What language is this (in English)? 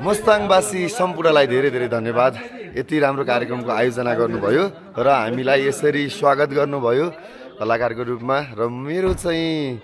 Nepali